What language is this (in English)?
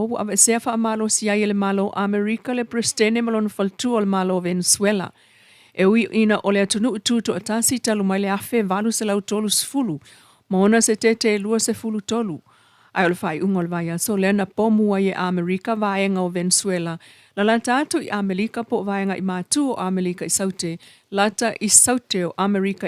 Samoan